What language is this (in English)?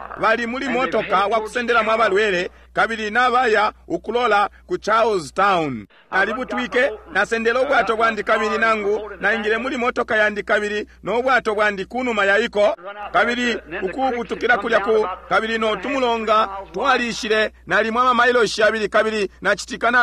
Bemba